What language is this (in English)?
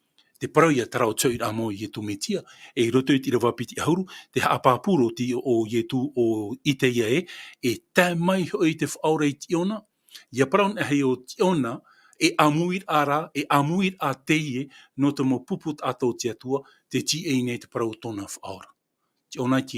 Tahitian